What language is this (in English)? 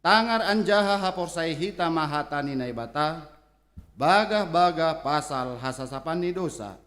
Batak Simalungun